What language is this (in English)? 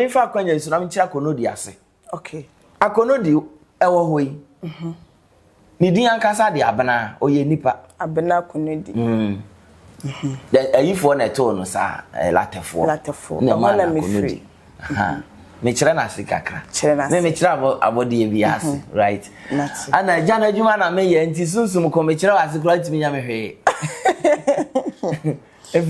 Akan